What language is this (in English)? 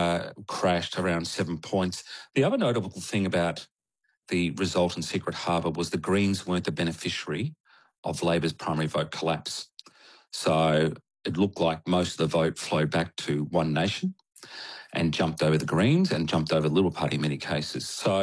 English